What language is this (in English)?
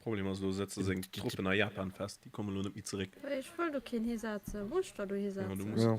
Luxembourgish